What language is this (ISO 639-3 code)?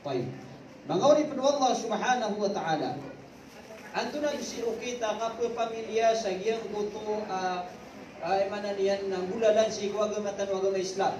mrw